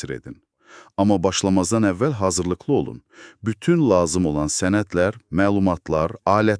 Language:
Azerbaijani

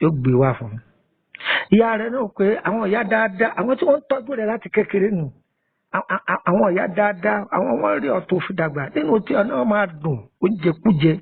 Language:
Yoruba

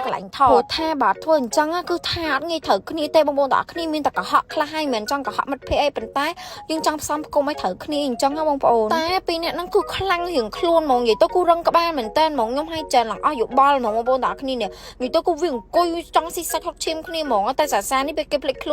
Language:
Khmer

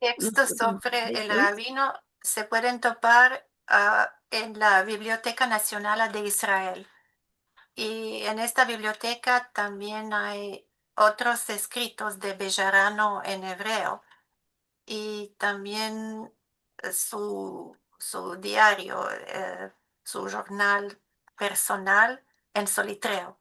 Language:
Ladino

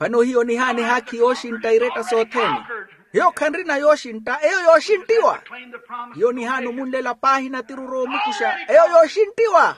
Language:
Makhuwa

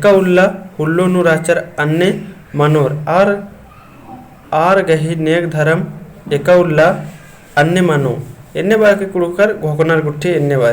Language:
Kurukh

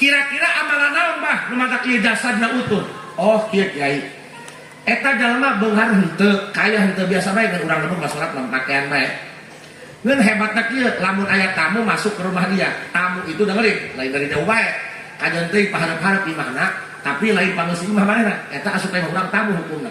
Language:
Sundanese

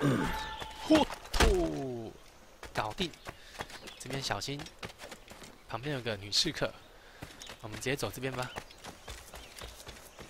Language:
Chinese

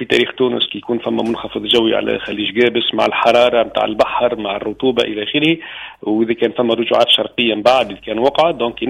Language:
Tunisian Arabic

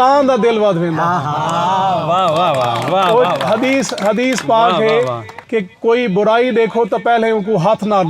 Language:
Saraiki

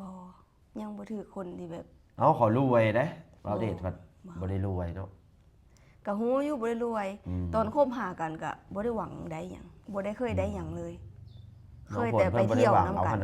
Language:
Lao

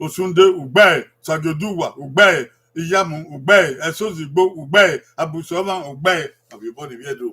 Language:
Bini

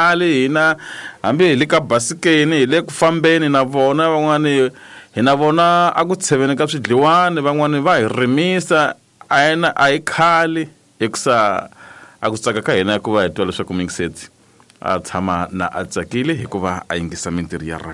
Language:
Tsonga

